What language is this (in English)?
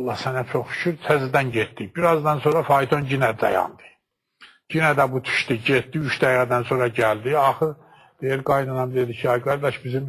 Azerbaijani